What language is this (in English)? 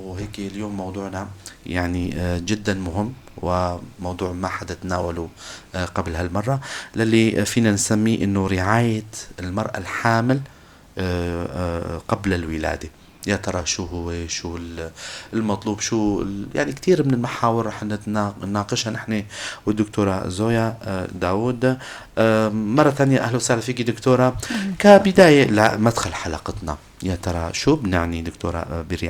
North Levantine Arabic